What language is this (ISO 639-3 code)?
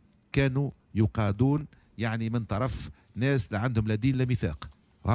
aeb